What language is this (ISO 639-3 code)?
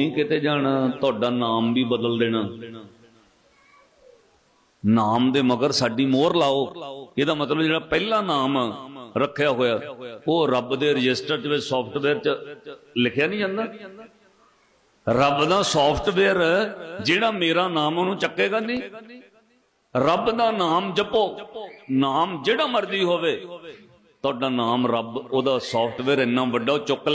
pan